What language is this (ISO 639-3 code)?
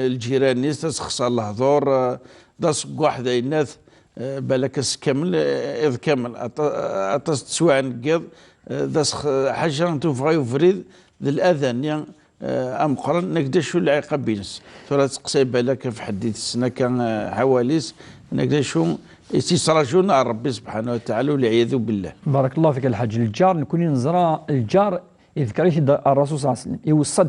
kab